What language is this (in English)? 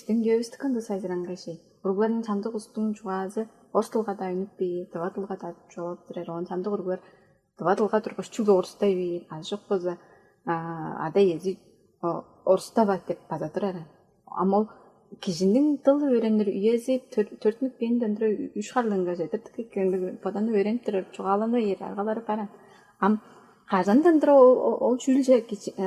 Tuvinian